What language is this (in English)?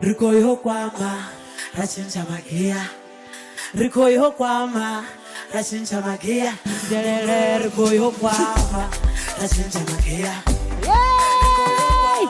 Venda